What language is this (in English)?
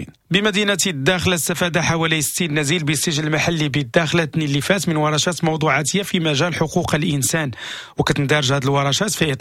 Moroccan Arabic